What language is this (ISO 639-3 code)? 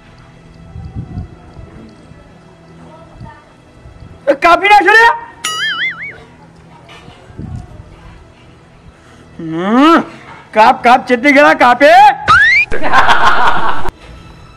guj